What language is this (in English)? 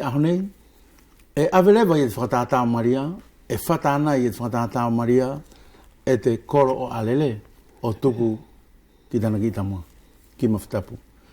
Wallisian